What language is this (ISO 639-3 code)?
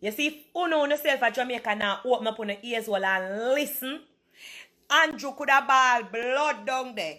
jam